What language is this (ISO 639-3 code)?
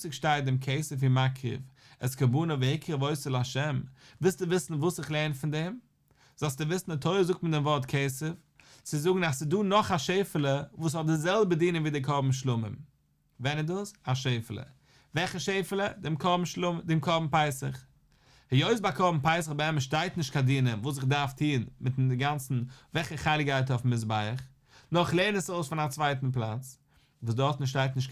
yid